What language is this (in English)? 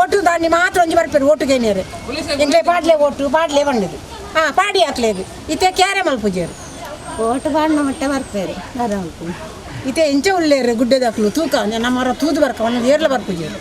Tulu